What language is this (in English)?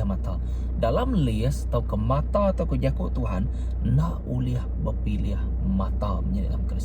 Iban